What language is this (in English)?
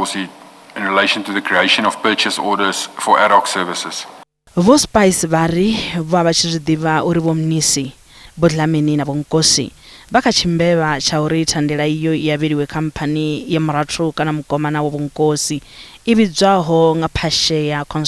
Venda